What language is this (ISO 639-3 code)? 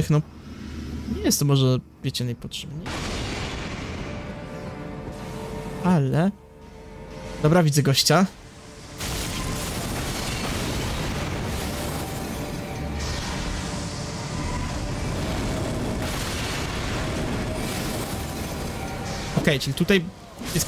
pol